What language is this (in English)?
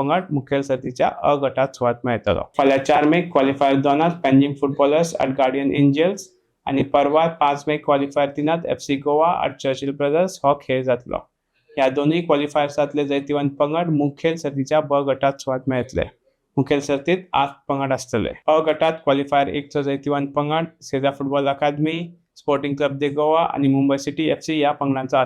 Konkani